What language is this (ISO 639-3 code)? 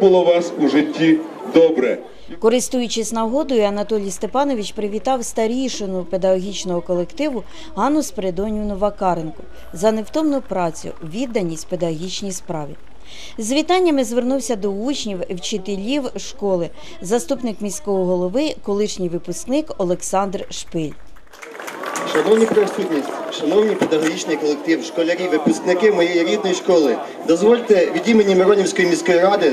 ukr